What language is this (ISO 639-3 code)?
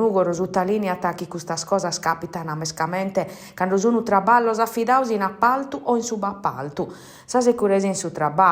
srd